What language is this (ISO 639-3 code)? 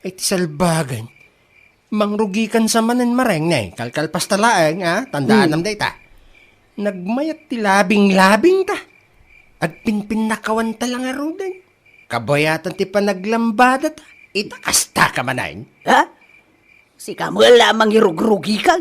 ilo